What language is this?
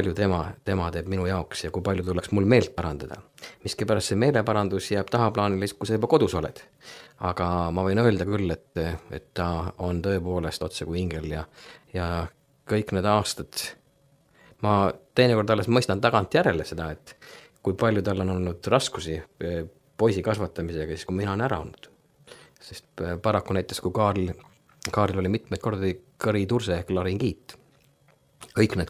Estonian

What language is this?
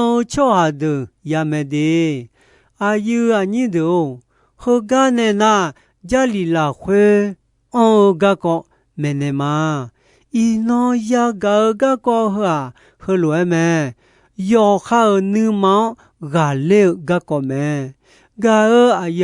Akha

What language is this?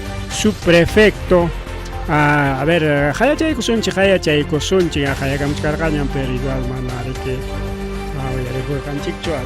Ayacucho Quechua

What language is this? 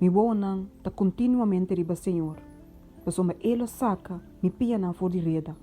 Papiamento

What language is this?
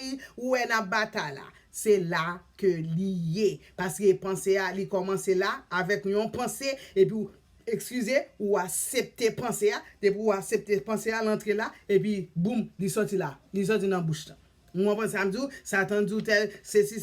Haitian Creole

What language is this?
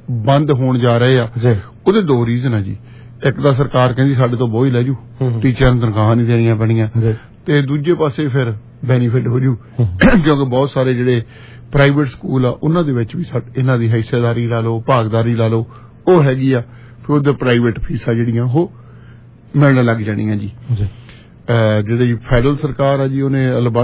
Punjabi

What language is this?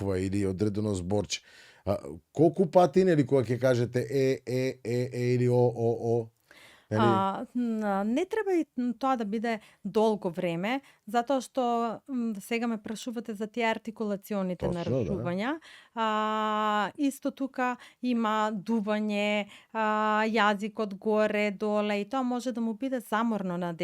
Macedonian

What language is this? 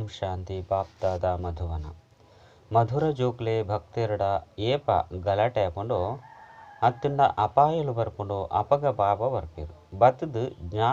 Tulu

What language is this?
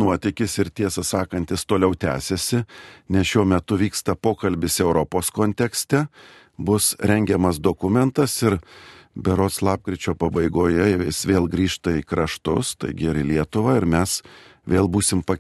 Lithuanian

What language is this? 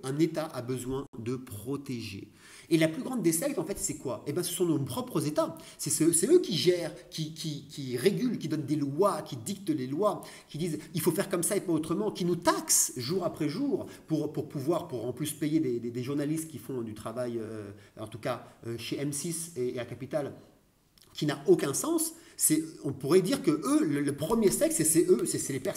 French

